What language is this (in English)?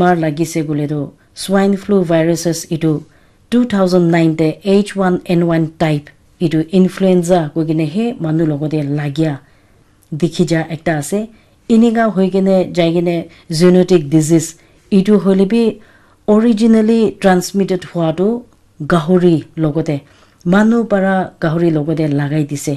Naga Pidgin